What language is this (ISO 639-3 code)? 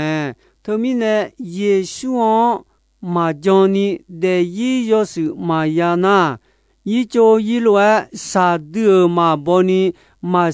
ahk